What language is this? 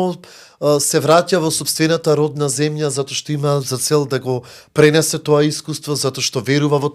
Macedonian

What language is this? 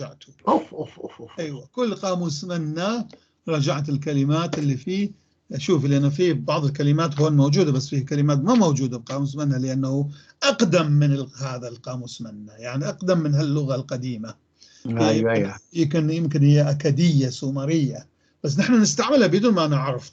North Levantine Arabic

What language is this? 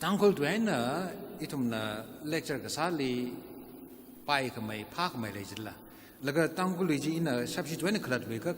Tangkhul Naga (India)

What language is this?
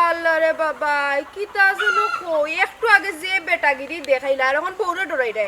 Sylheti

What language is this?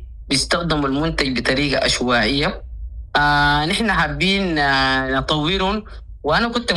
Sudanese Arabic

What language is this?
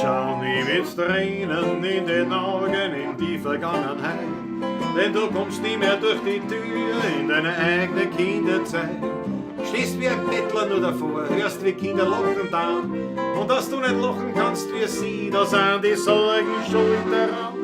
Bavarian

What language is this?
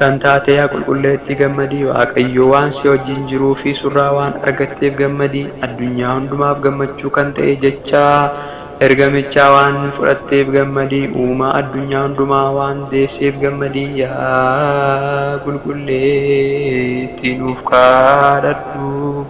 Oromo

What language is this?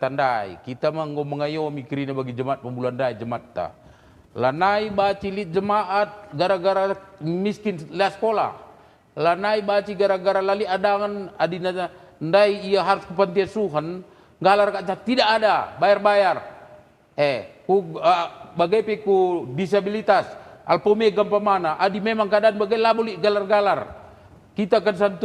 Batak Karo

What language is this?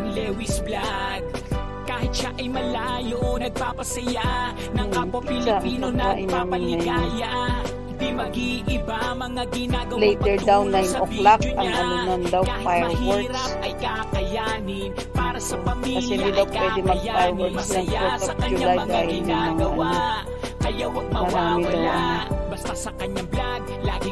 Filipino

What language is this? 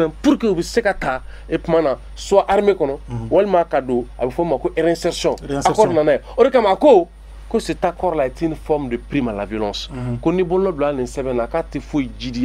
Bambara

